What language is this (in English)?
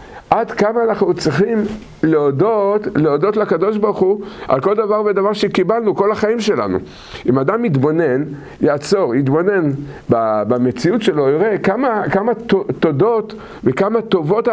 Hebrew